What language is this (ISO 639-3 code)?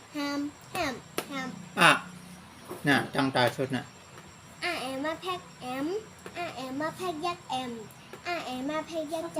shn